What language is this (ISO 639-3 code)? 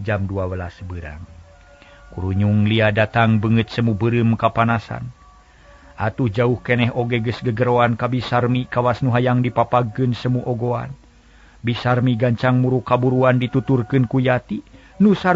sun